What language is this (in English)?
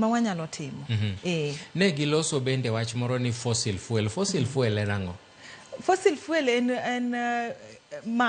Luo (Kenya and Tanzania)